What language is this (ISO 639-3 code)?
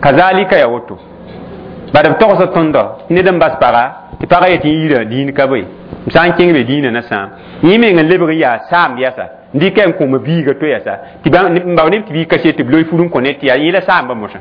mos